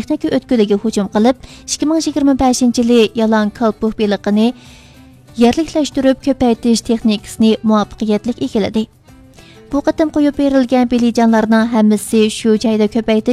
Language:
Uyghur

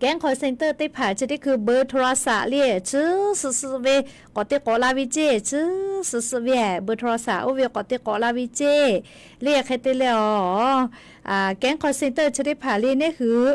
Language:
Lahu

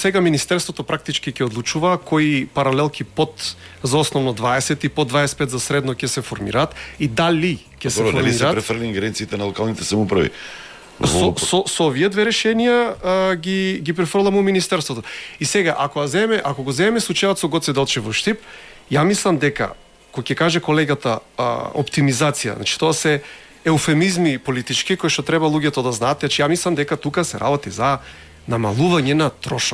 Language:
Macedonian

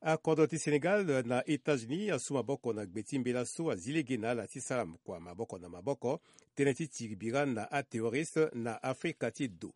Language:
Sango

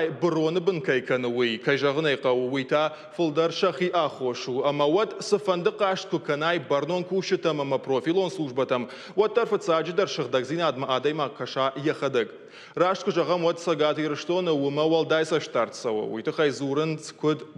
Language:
Ossetic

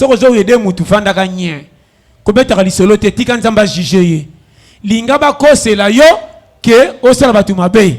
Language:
Lingala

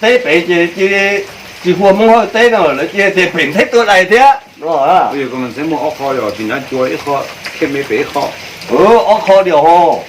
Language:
Hmong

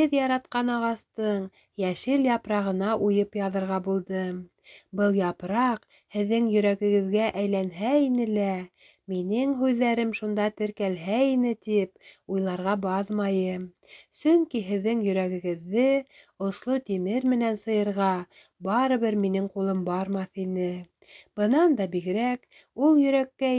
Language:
Bashkir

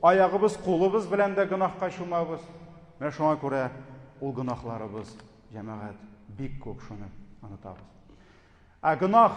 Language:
Tatar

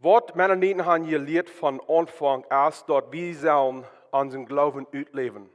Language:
Plautdietsch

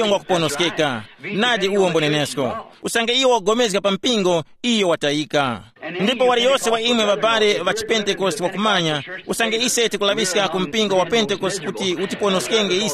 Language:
Tumbuka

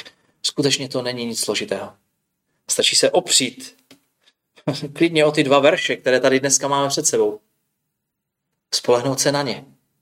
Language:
Czech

